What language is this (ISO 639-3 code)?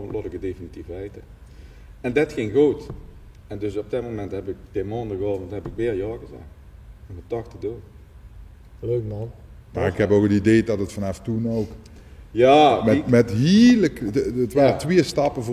lim